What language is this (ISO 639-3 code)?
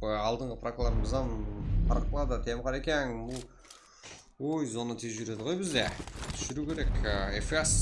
kaa